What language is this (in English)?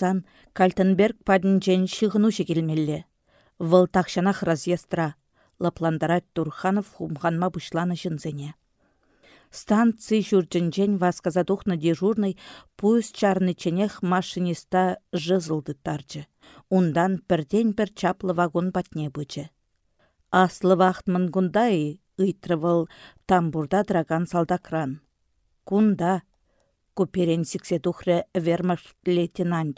Chuvash